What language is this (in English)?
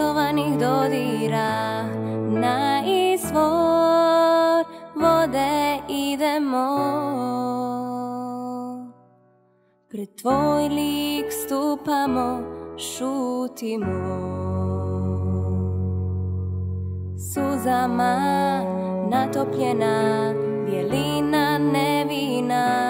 Croatian